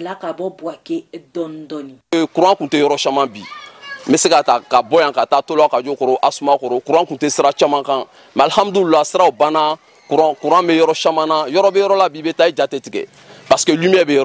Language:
Bambara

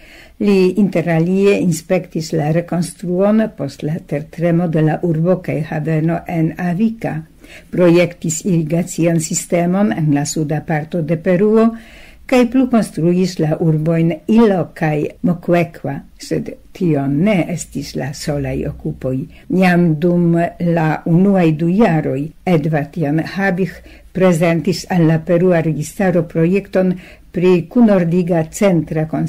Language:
Esperanto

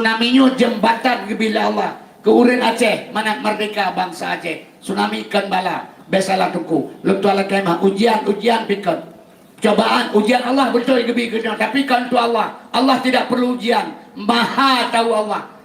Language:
Achinese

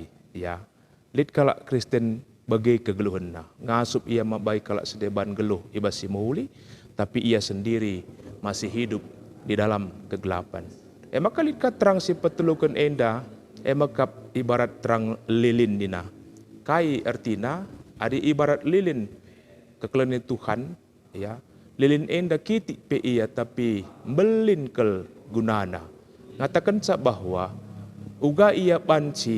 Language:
Batak Karo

